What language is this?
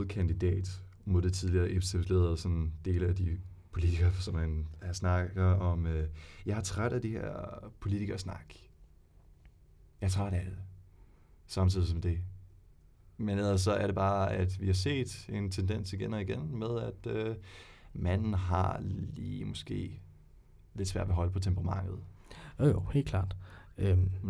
Danish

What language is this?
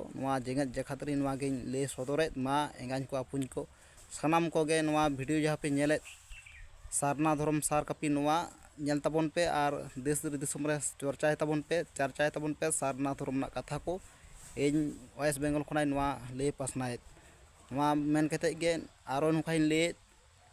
Santali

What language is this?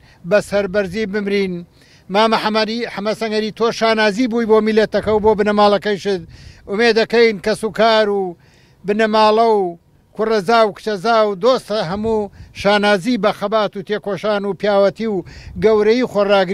Central Kurdish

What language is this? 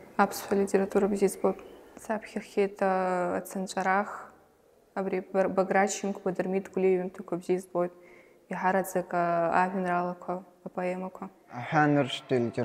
Abkhazian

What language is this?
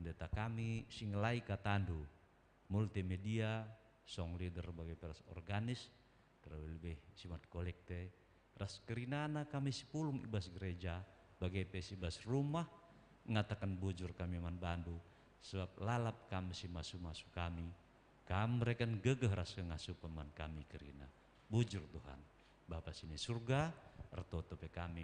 Batak Karo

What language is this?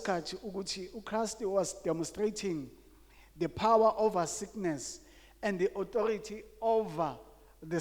Zulu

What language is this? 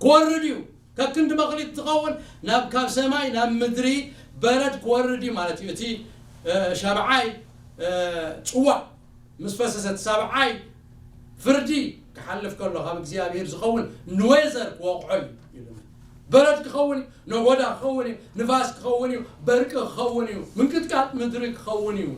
Tigrinya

